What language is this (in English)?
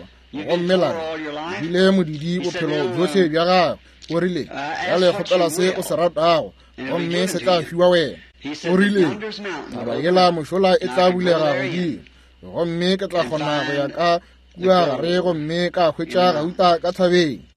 Northern Sotho